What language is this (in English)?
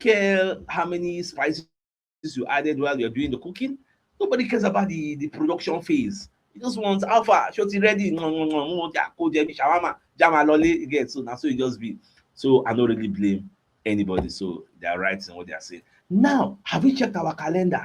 Nigerian Pidgin